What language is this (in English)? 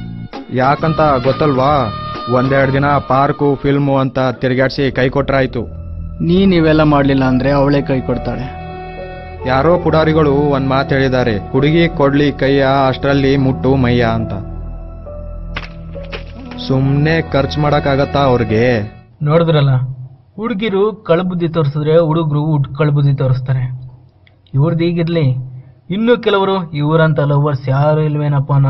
Kannada